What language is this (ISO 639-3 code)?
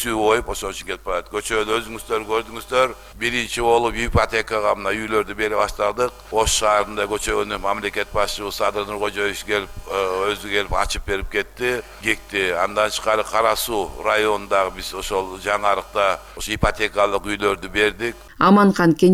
kir